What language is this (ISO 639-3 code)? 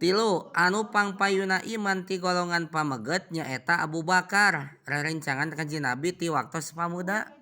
sun